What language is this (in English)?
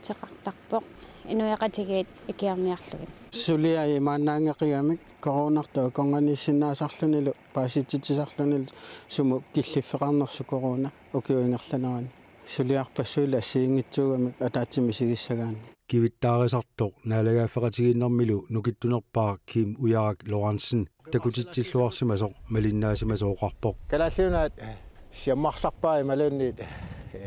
Kalaallisut